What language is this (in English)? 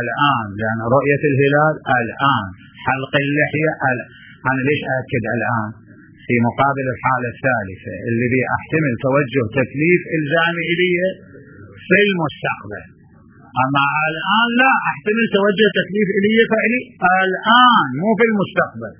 Mesopotamian Arabic